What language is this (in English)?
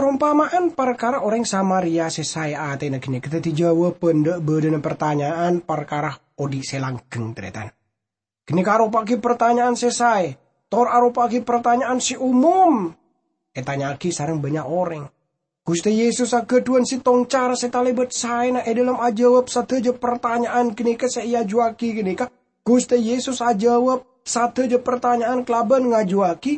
Madurese